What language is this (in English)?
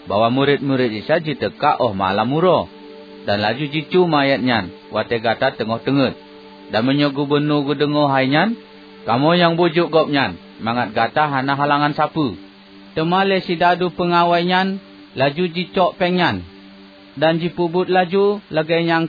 Achinese